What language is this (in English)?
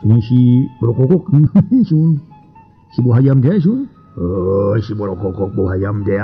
Sundanese